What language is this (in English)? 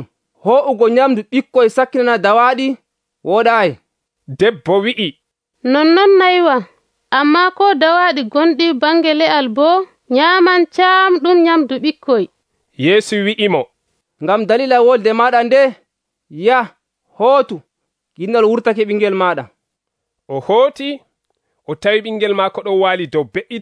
Nigerian Fulfulde